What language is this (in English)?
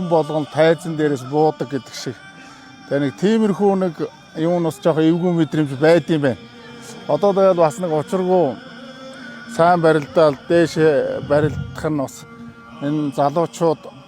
Mongolian